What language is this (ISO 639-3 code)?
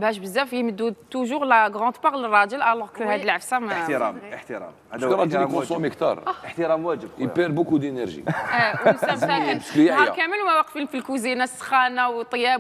arq